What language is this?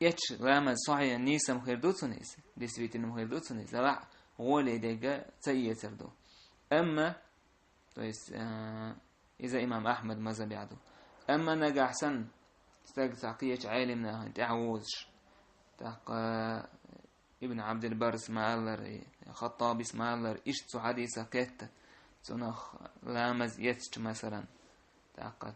Chechen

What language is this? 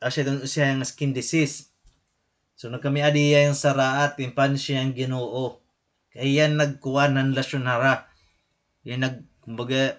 Waray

